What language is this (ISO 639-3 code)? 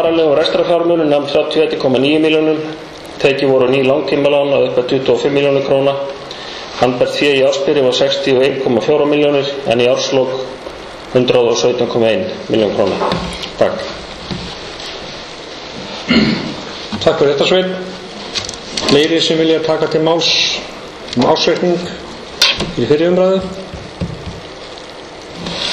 isl